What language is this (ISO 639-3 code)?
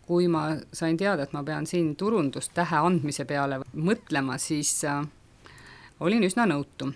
est